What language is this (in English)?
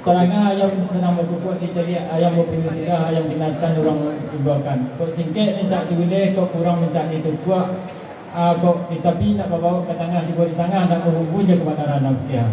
Minangkabau